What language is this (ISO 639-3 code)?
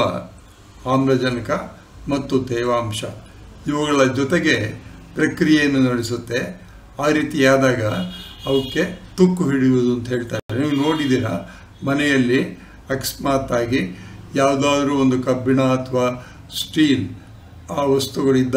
kan